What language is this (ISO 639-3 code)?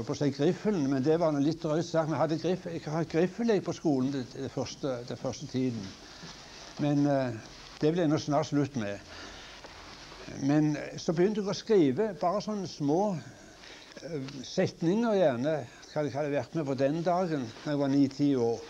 nor